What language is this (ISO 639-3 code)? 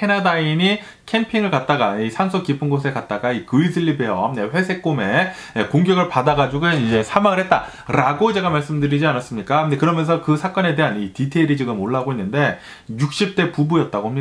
kor